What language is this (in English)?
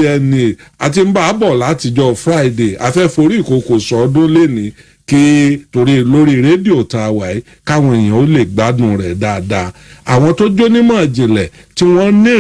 Yoruba